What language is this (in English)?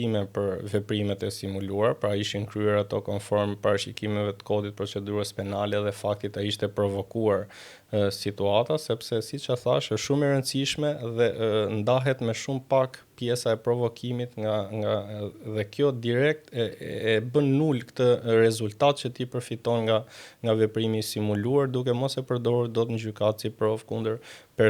Albanian